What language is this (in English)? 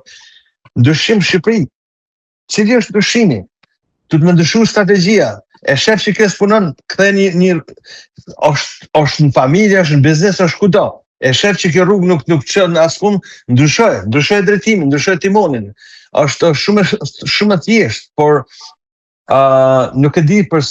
Albanian